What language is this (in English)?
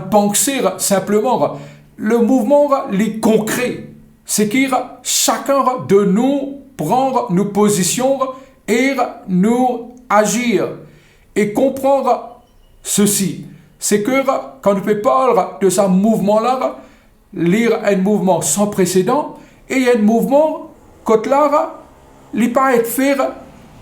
Morisyen